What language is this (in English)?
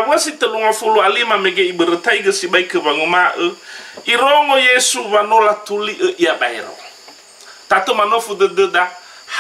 Nias